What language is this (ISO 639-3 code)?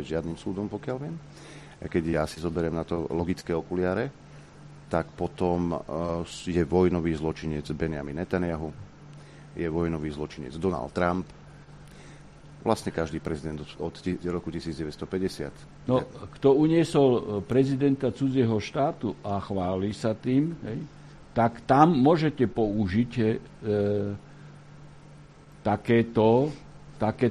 slk